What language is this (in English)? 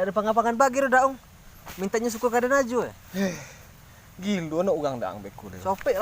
Minangkabau